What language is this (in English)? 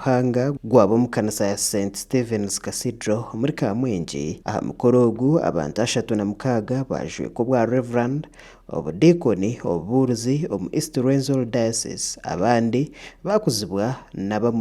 Nyankole